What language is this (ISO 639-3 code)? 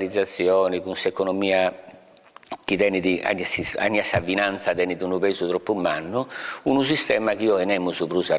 srd